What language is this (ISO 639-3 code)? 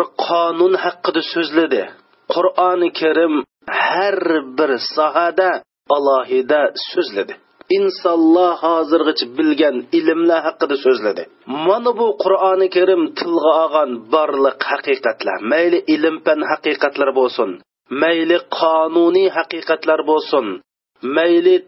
uig